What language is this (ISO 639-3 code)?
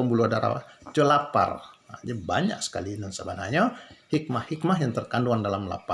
min